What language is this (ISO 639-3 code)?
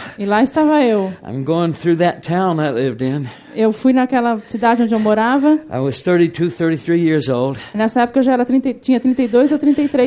por